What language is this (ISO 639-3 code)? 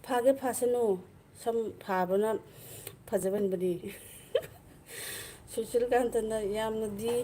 mni